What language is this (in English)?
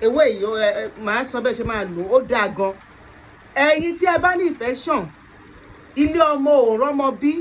Yoruba